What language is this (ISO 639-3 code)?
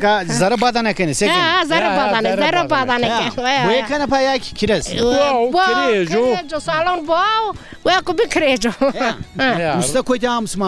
zza